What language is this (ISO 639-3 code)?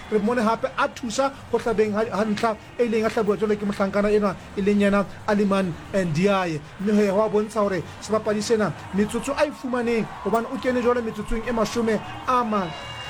sot